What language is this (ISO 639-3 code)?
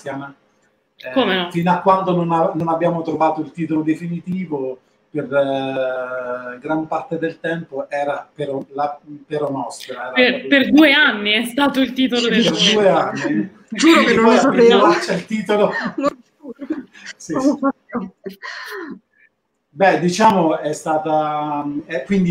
ita